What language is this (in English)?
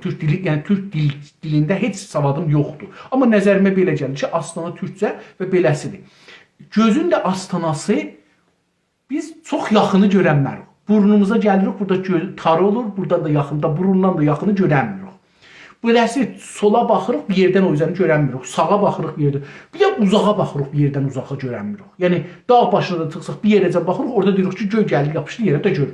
South Azerbaijani